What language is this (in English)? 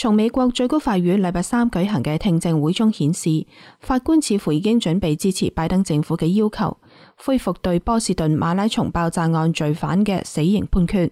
Cantonese